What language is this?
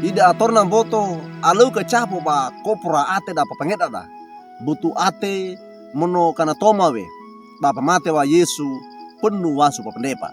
Wejewa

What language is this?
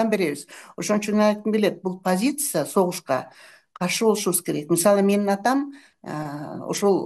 Kyrgyz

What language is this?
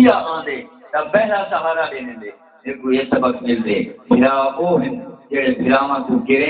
Saraiki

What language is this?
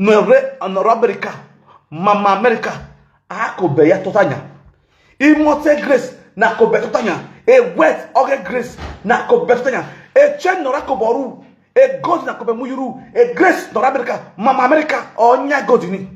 Nigerian Pidgin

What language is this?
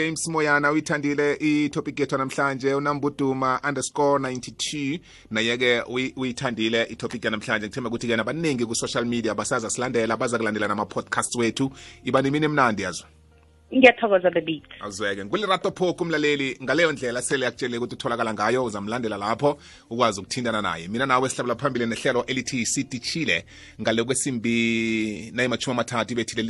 South Ndebele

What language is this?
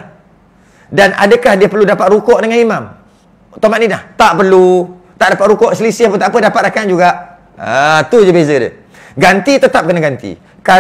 Malay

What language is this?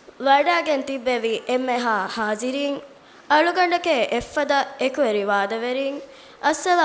Divehi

